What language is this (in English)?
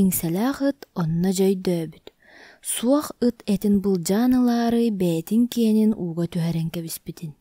Yakut